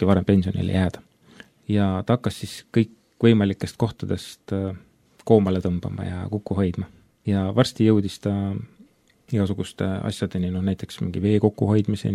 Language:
Estonian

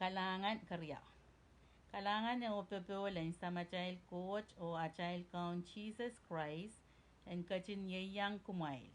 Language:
Pohnpeian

